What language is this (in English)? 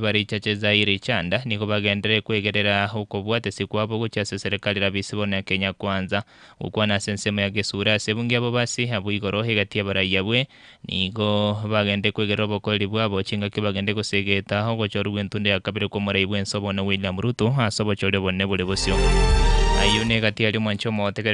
Gusii